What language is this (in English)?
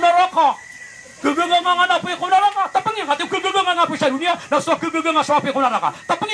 Maranao